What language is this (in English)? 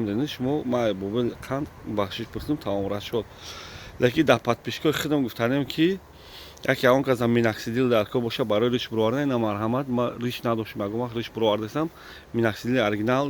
Tajik